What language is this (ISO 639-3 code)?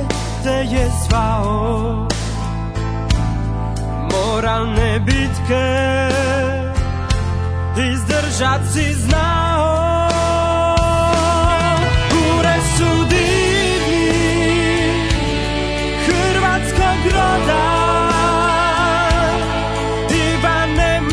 hrv